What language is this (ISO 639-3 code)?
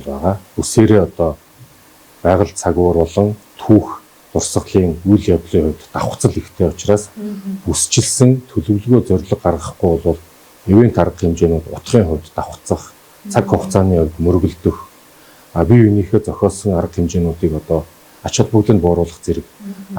mon